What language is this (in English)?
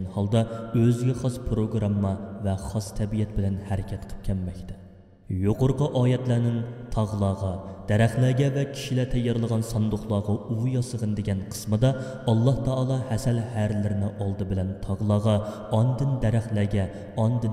Uyghur